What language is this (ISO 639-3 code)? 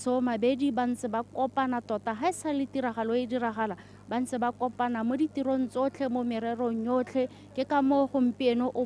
tsn